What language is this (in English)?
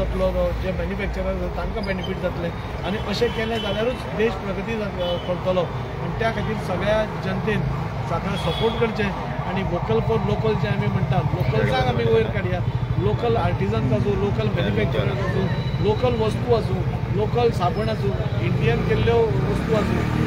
Konkani